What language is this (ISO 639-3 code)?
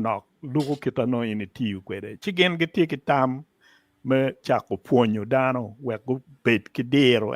ach